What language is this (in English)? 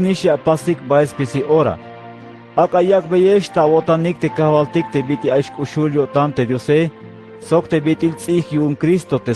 Tzeltal